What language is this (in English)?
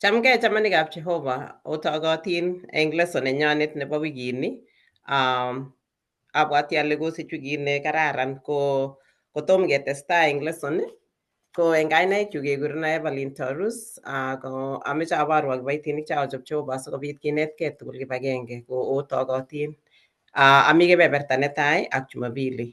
Kalenjin